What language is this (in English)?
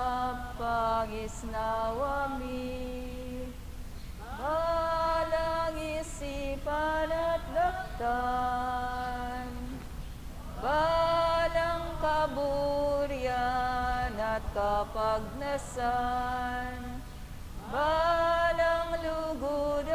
Pampanga